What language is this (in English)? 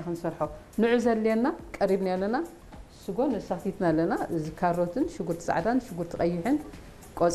Tigrinya